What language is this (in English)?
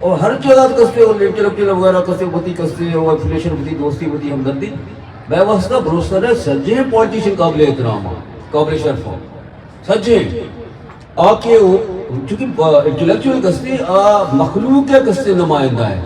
Eastern Balochi